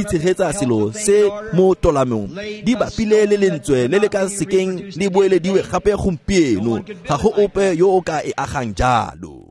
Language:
Tswana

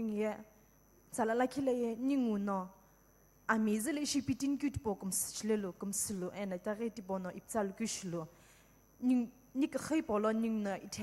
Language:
Sumi Naga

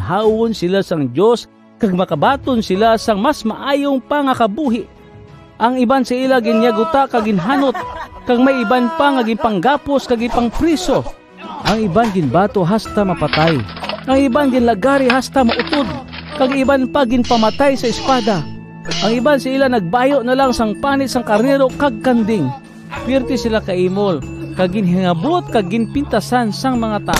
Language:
Hiligaynon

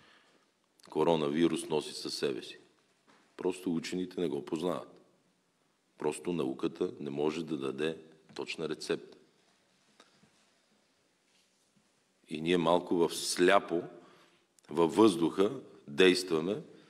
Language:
Bulgarian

